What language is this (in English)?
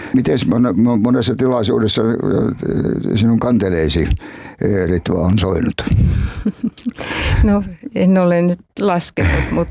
Finnish